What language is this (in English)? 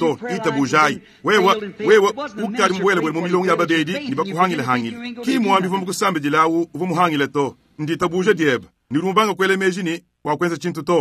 Luba-Lulua